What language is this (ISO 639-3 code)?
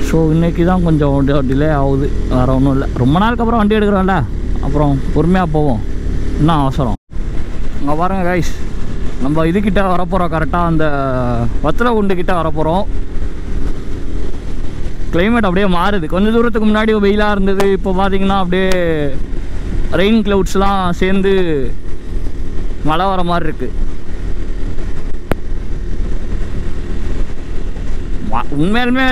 tam